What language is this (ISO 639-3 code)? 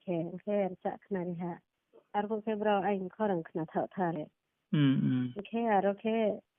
ria